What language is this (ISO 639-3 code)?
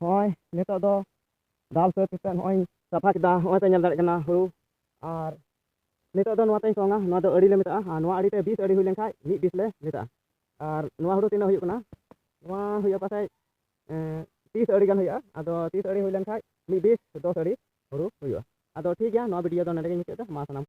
sat